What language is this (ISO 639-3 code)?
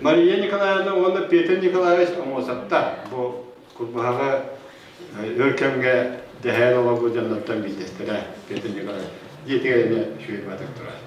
sah